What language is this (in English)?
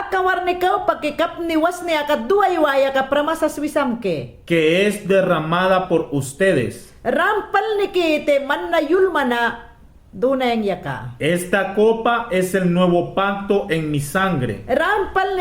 Mayangna